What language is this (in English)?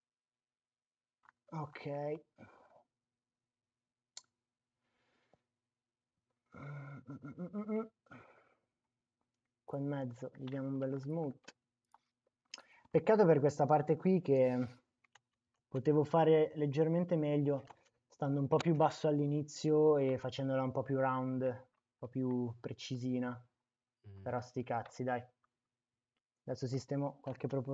Italian